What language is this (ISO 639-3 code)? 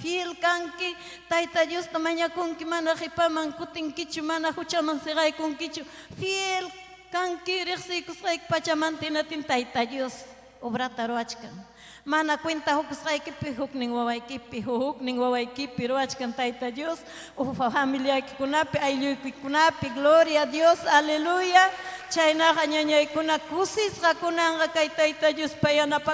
quy